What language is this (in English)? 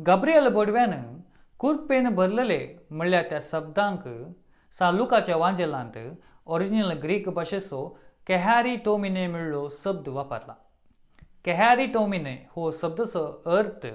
Konkani